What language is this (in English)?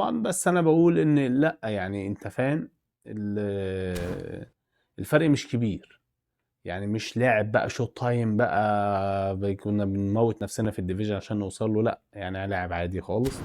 Egyptian Arabic